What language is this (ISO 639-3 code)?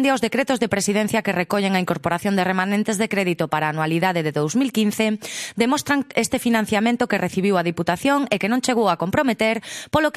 glg